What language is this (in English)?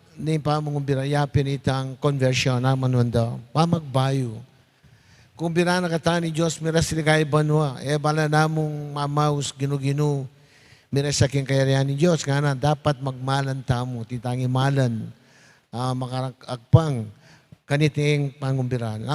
Pampanga